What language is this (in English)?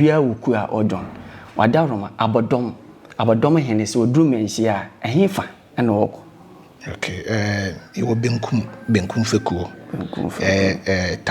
Akan